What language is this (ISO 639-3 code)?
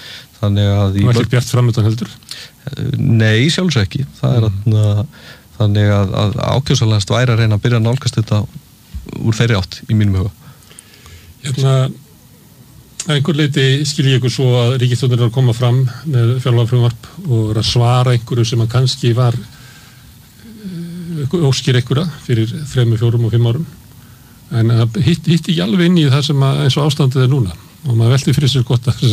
isl